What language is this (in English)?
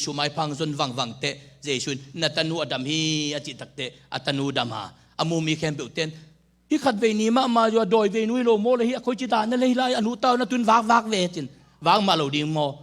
Tedim Chin